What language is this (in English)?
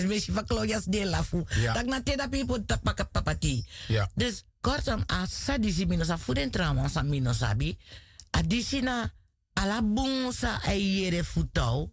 Sranan Tongo